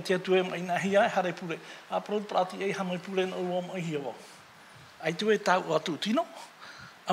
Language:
Tahitian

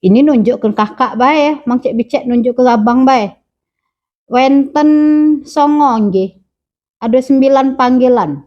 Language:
Musi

